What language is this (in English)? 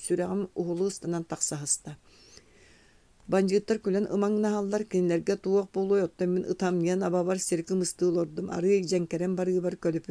Yakut